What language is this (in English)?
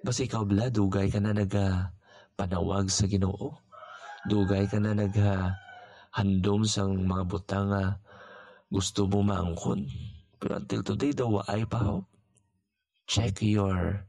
Hiligaynon